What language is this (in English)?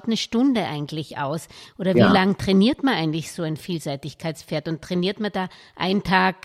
German